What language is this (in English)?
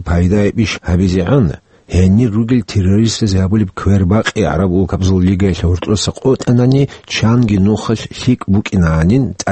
Avaric